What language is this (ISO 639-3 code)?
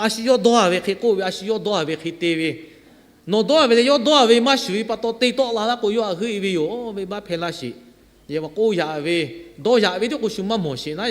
lhu